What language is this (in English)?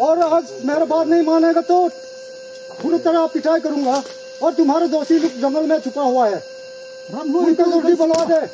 Hmar